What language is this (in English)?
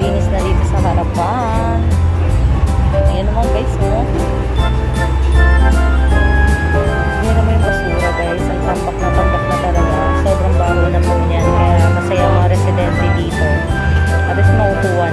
Filipino